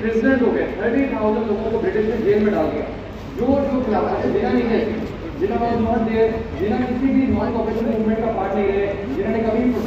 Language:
Hindi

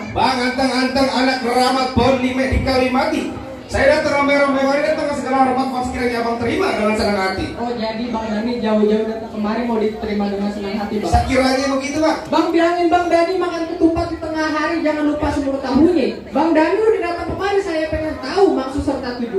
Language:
Betawi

